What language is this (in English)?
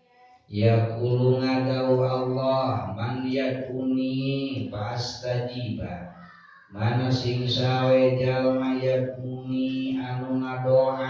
Sundanese